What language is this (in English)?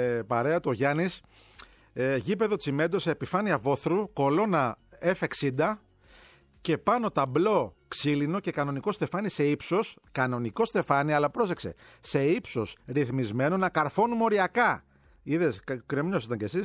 Greek